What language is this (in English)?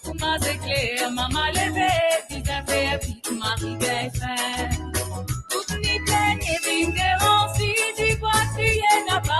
Morisyen